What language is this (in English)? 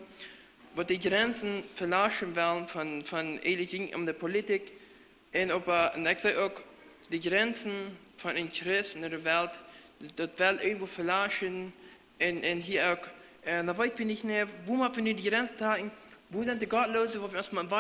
Plautdietsch